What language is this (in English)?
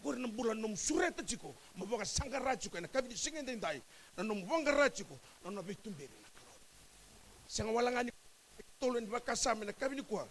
Fijian